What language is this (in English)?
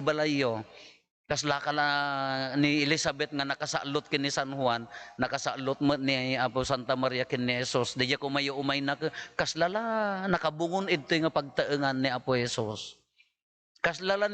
Iloko